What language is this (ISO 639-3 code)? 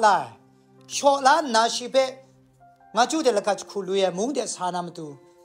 kac